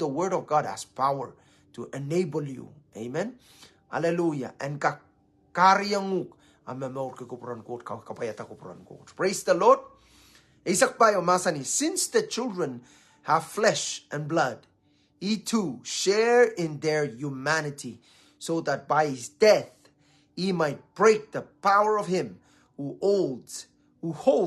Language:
Pohnpeian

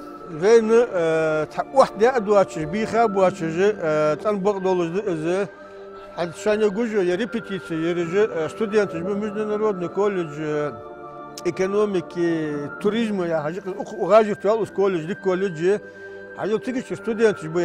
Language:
Ingush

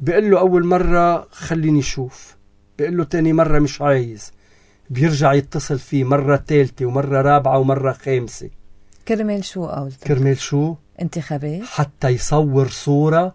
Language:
North Levantine Arabic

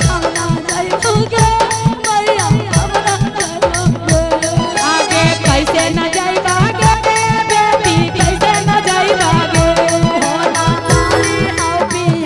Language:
Magahi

